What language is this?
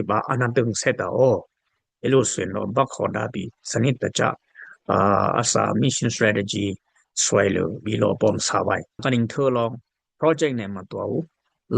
Dimasa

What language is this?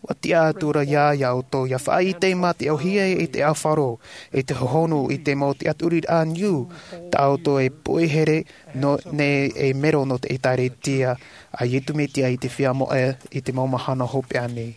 Tahitian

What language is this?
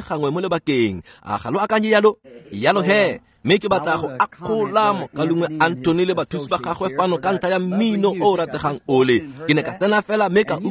Tswana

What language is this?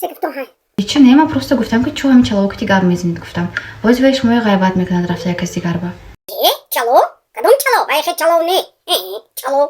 Tajik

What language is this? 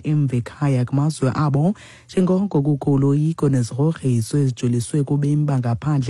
Xhosa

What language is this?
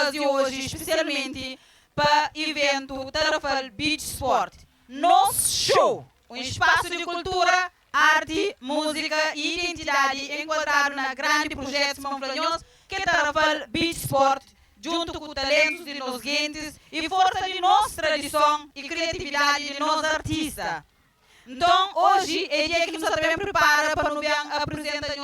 Kabuverdianu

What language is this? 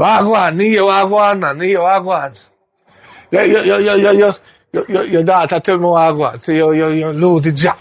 Jamaican Creole English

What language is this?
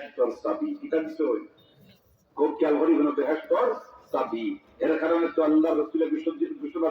Sylheti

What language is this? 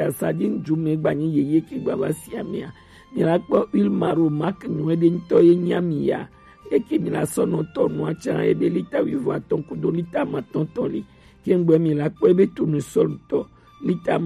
Gen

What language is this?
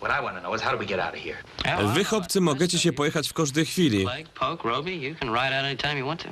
Silesian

